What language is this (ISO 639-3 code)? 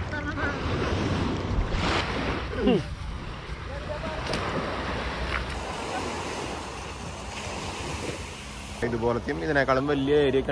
mal